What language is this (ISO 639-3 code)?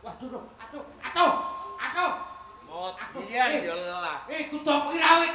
jav